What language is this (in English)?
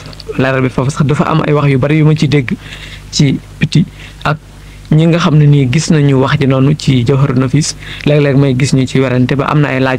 Wolof